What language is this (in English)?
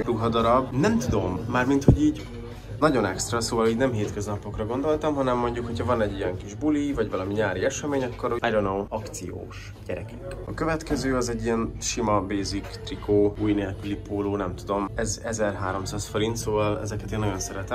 Hungarian